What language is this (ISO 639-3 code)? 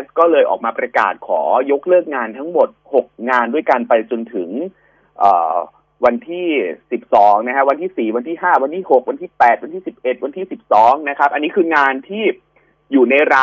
tha